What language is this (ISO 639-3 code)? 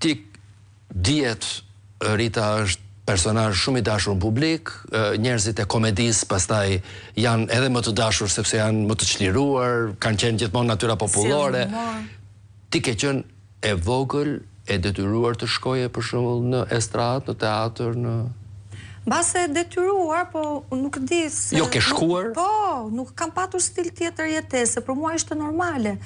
sqi